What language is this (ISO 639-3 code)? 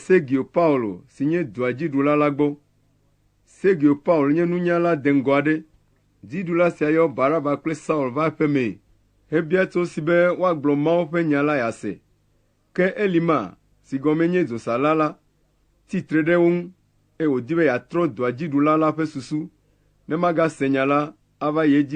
ewe